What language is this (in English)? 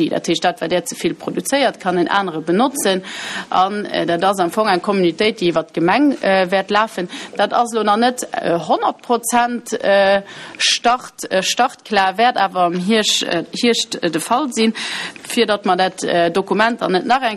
Luxembourgish